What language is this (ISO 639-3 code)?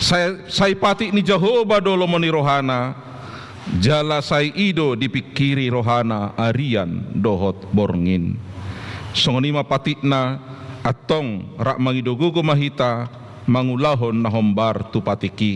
bbc